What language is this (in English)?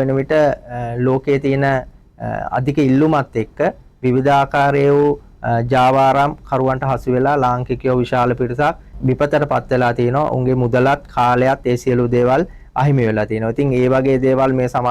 Sinhala